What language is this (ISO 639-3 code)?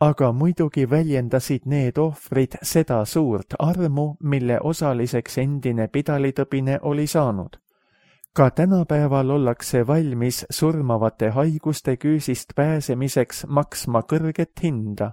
est